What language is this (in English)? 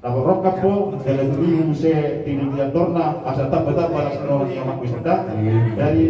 Batak Toba